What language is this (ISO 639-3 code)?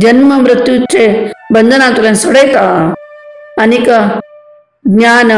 kok